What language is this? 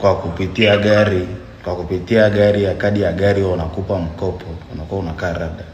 Swahili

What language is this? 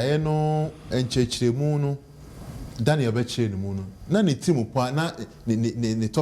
Akan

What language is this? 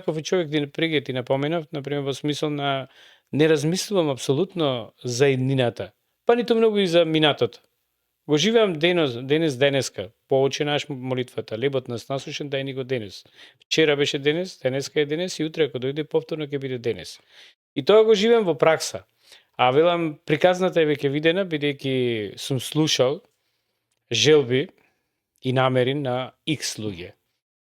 Macedonian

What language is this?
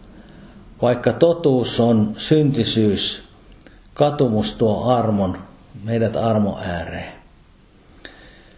Finnish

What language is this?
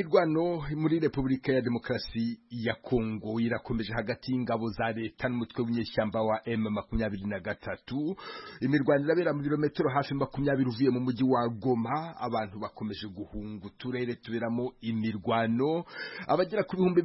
Kinyarwanda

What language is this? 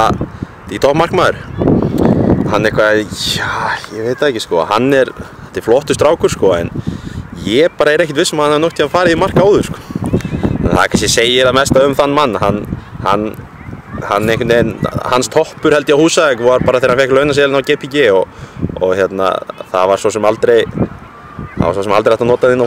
Icelandic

